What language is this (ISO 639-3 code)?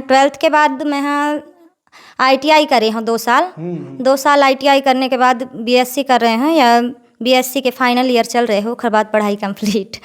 hne